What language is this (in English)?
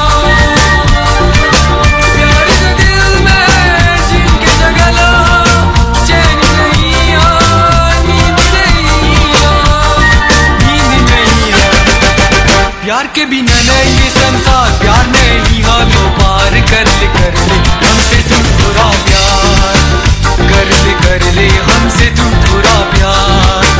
Bhojpuri